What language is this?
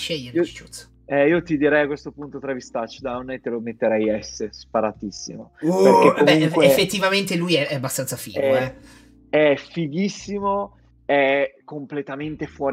Italian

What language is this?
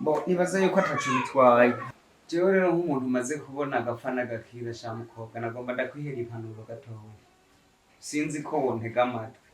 Rundi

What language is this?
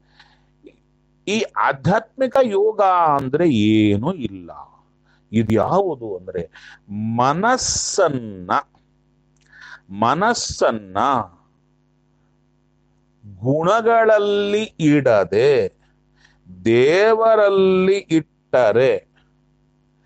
Kannada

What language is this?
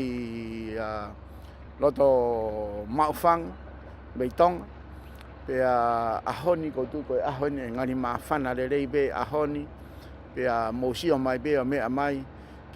Tongan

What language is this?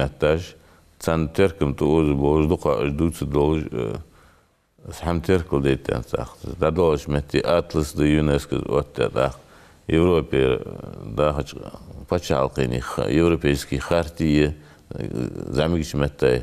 Ingush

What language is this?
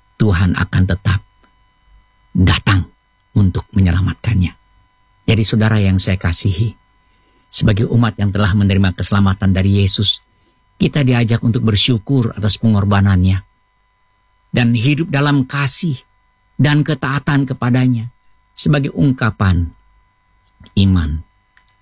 Indonesian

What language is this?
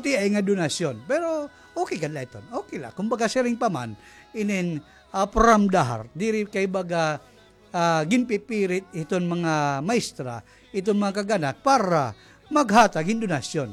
Waray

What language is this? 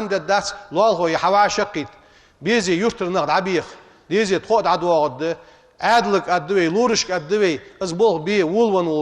Ingush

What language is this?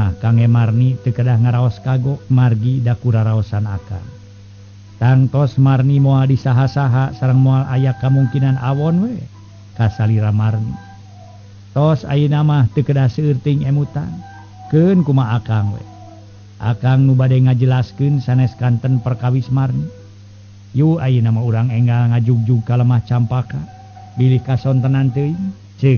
Sundanese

